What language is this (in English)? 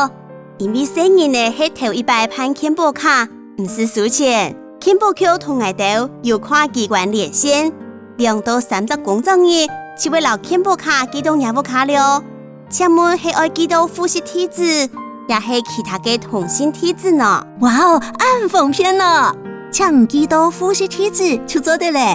Hakka Chinese